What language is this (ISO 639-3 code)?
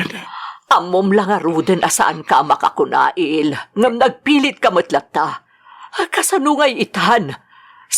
ilo